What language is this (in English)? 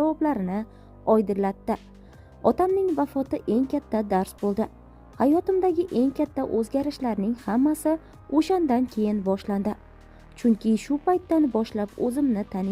Uzbek